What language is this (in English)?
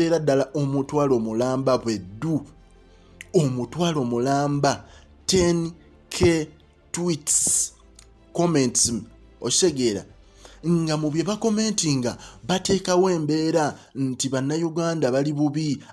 Ganda